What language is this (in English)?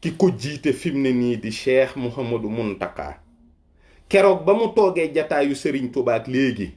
Wolof